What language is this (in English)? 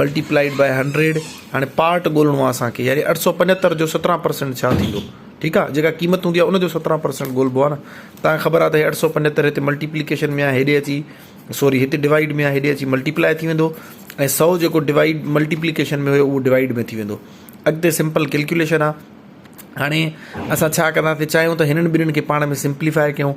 Sindhi